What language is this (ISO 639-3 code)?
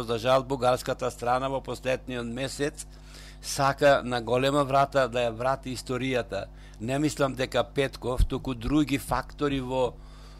mkd